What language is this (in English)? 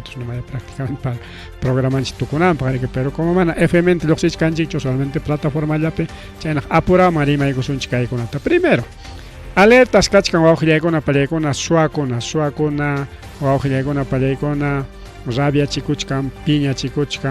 Ayacucho Quechua